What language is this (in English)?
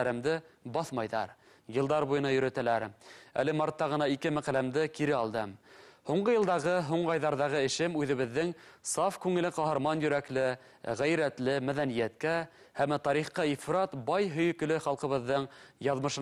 Bashkir